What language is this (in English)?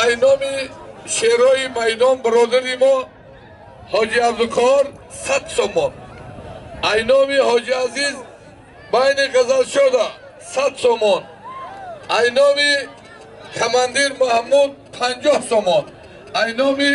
Tajik